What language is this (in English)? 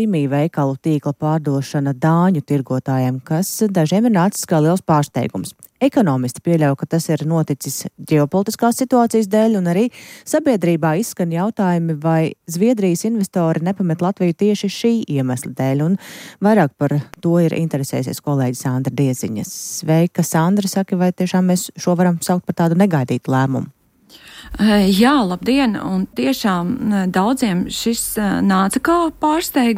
Latvian